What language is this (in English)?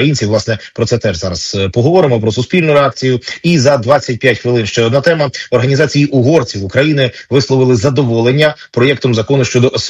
Ukrainian